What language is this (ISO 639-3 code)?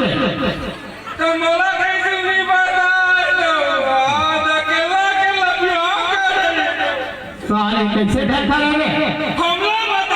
hne